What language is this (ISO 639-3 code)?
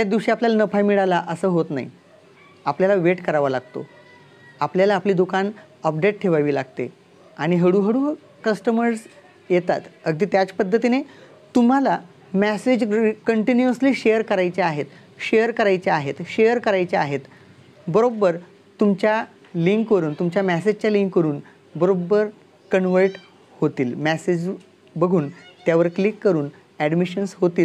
mar